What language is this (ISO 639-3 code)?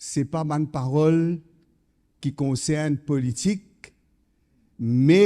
mfe